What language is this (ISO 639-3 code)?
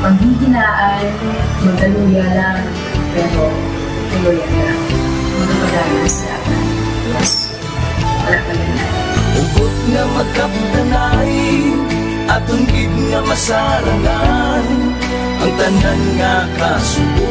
hil